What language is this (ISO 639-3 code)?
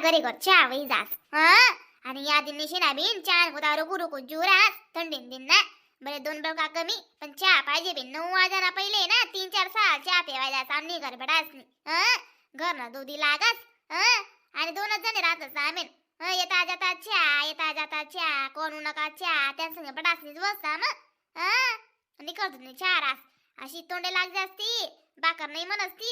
khn